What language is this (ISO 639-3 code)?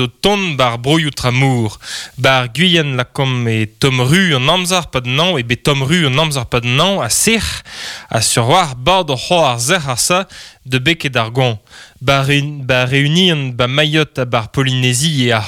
bre